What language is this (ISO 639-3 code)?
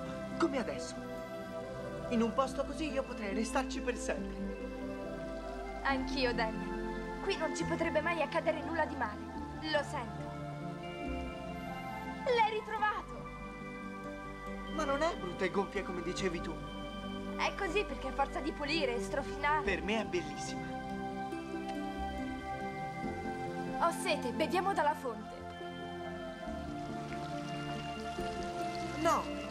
ita